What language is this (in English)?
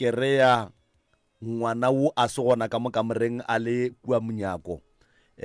Northern Sotho